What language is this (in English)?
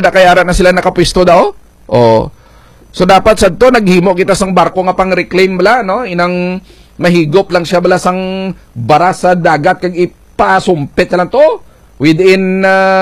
Hiligaynon